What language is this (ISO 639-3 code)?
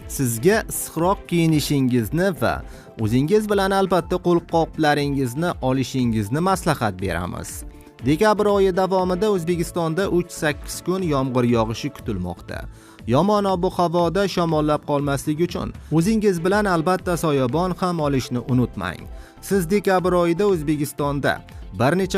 uzb